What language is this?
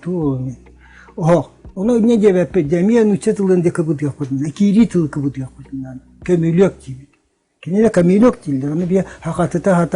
Yakut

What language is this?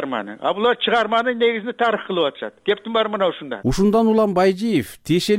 Kyrgyz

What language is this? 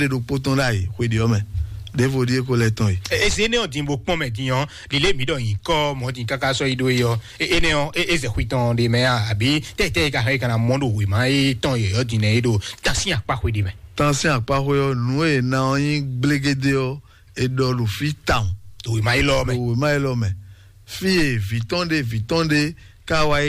Fon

